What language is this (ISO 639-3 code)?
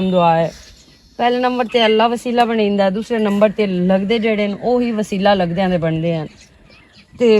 lah